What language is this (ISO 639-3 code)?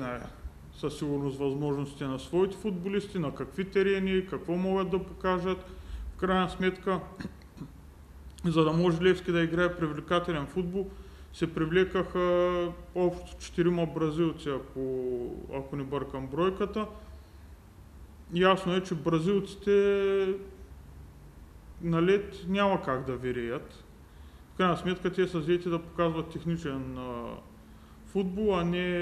bul